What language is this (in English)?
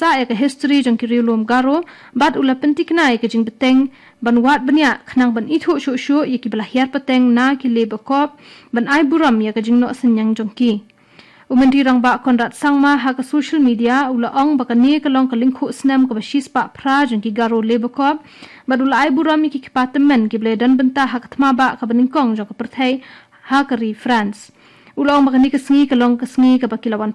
Khasi